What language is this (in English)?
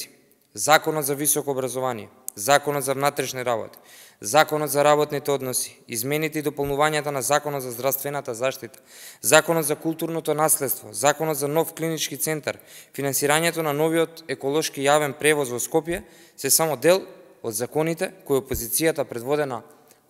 Macedonian